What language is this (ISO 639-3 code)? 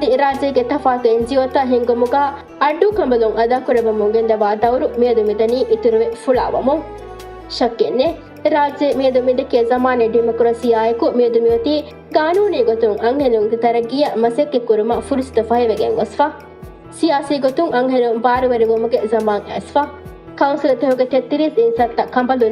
div